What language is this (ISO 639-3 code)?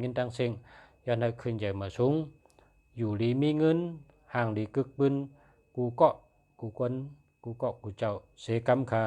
shn